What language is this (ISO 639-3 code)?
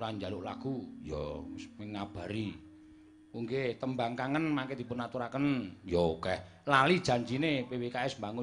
jav